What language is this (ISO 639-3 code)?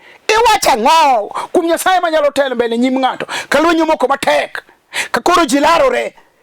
luo